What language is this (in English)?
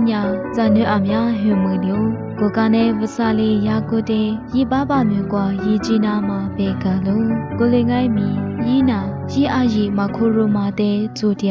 Lisu